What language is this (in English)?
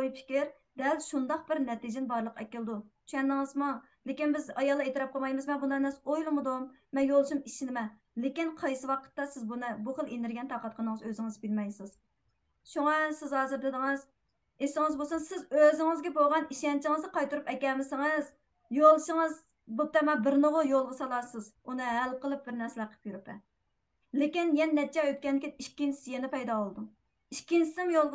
Uyghur